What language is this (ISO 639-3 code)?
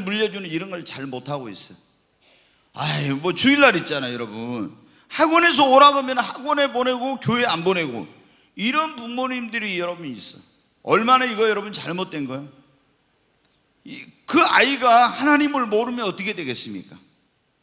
kor